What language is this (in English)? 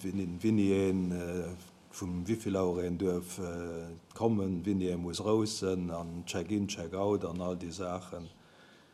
Luxembourgish